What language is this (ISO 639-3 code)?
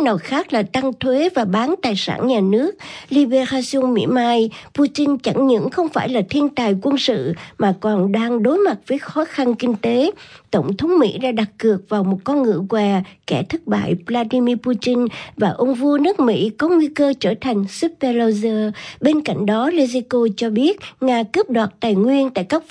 vie